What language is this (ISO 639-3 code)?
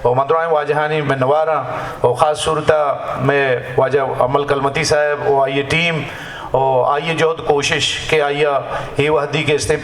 bgp